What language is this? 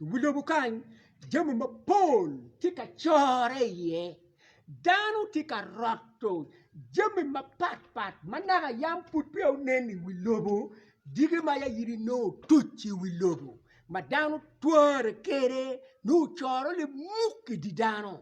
Acoli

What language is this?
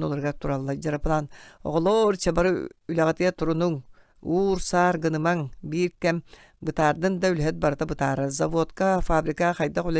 Yakut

